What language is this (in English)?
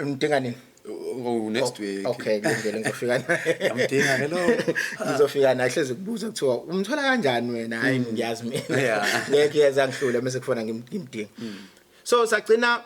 Zulu